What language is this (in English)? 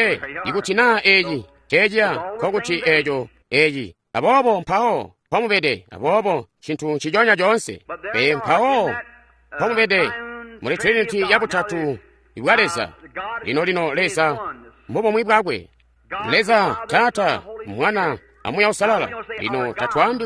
Tonga (Zambia)